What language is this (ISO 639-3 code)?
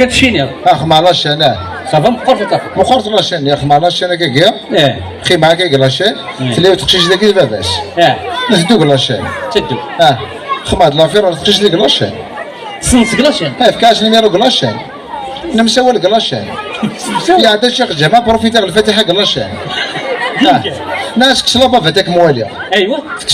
kab